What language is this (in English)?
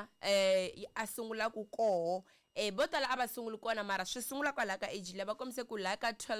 Tsonga